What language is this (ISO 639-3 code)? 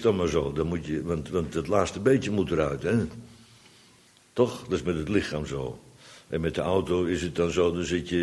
nld